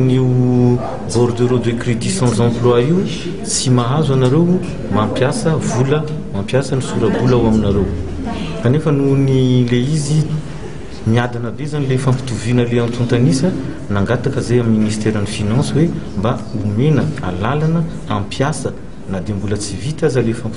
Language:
Malagasy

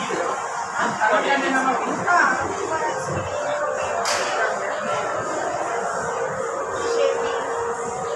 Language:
Malay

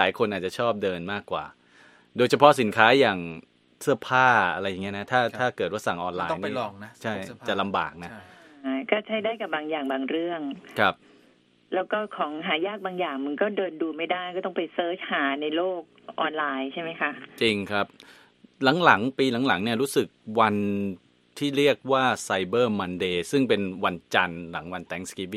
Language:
Thai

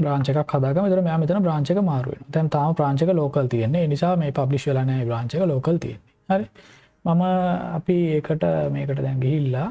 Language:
Sinhala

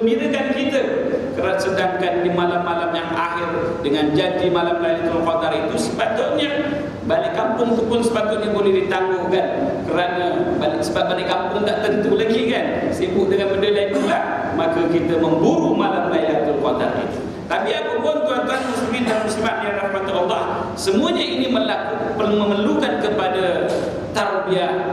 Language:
Malay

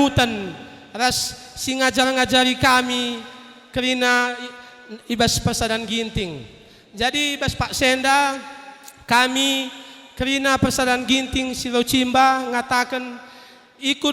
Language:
Batak Karo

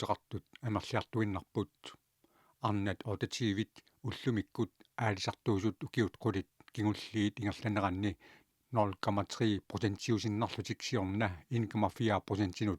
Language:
Kalaallisut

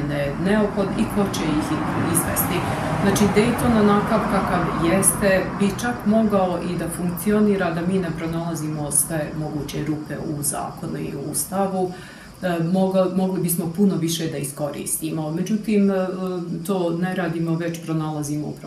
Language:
Bosnian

